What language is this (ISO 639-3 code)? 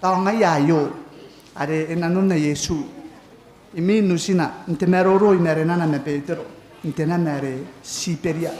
gil